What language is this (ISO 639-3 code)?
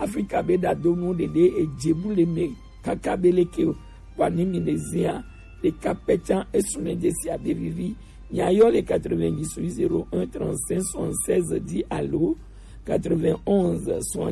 gej